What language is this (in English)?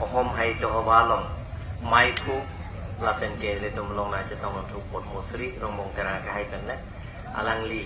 Karbi